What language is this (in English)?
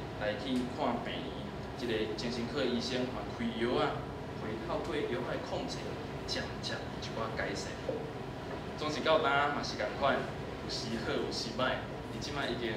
Min Nan Chinese